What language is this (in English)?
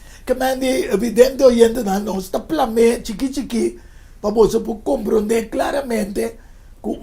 Papiamento